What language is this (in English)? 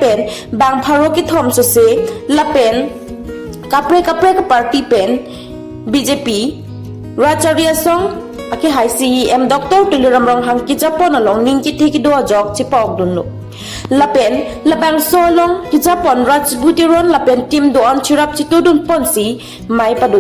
Karbi